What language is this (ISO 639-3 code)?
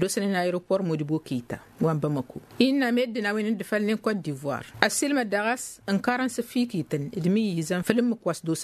taq